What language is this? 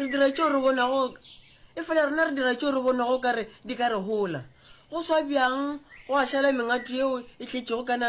Northern Sotho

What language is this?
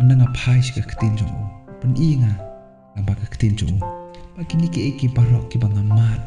Khasi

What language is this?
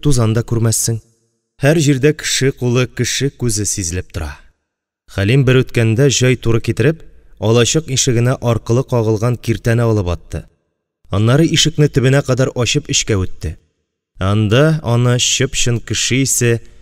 Tatar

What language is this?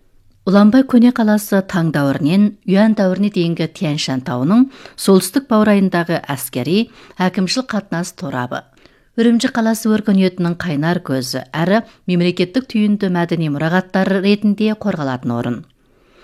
Kazakh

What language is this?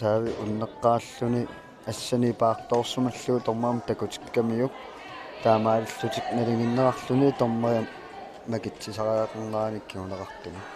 Kalaallisut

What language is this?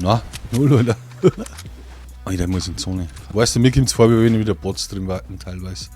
Bavarian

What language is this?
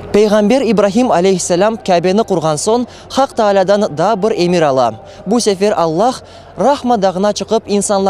Crimean Tatar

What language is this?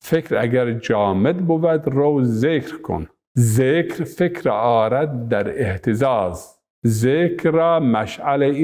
Zaza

